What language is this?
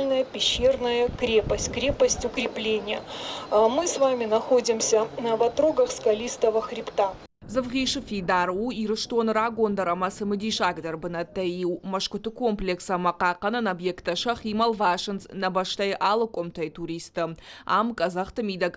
Ossetic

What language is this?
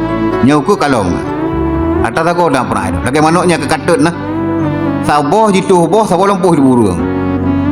Achinese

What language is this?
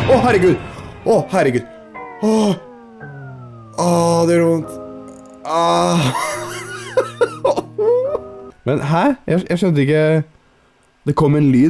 Norwegian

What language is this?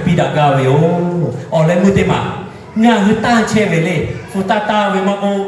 Lahu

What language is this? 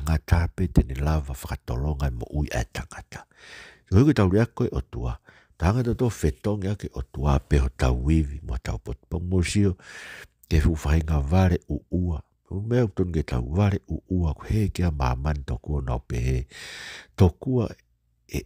Tongan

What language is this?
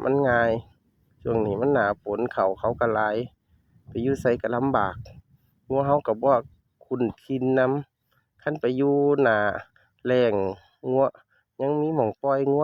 Northeastern Thai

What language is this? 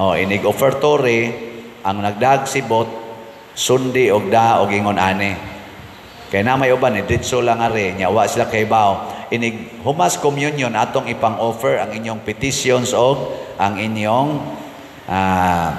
Cebuano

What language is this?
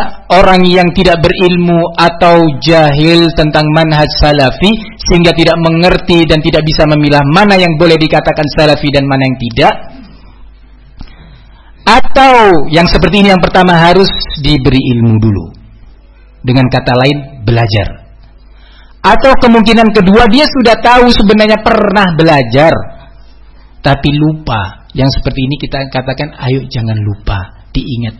Indonesian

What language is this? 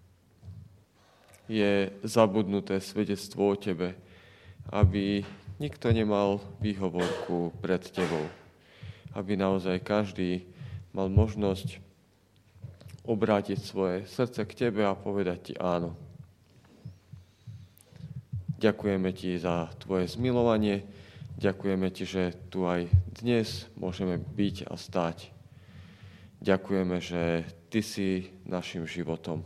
Slovak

